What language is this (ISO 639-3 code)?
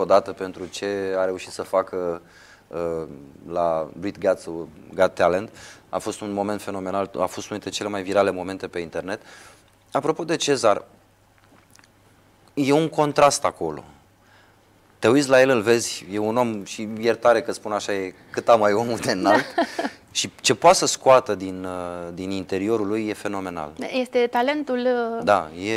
ron